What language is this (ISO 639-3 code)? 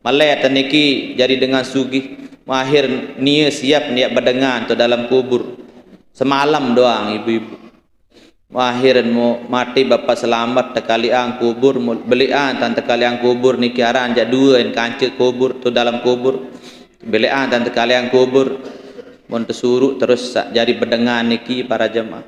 sas